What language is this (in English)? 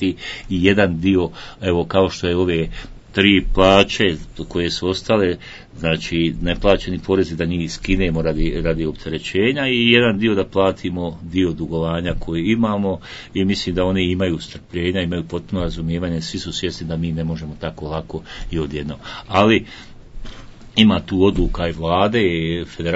Croatian